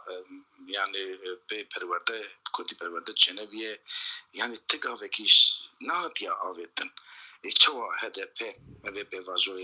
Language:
Kurdish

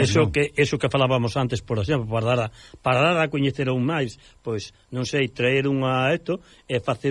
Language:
Galician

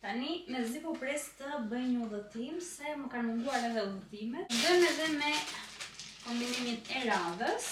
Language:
Albanian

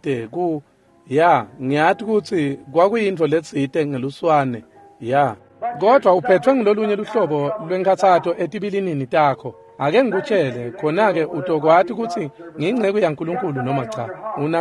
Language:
Swati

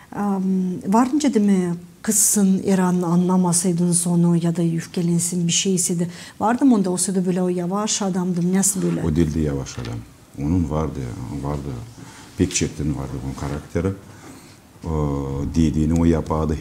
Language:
Gagauz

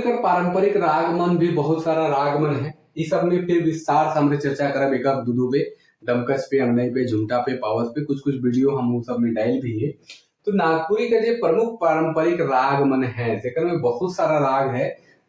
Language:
Sadri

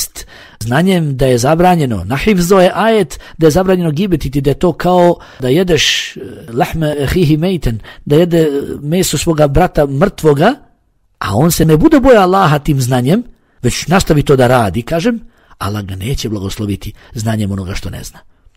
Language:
Bosnian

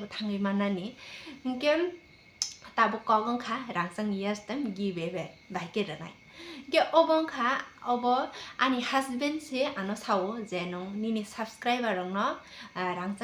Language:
Kok Borok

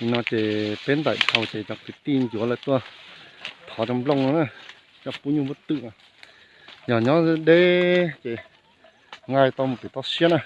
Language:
Hmong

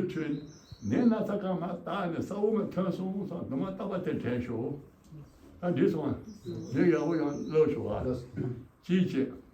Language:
Tibetan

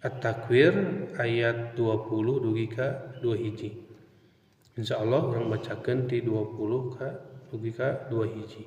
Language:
Sundanese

